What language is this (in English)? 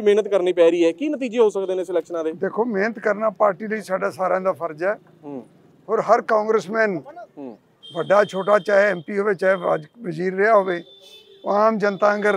Punjabi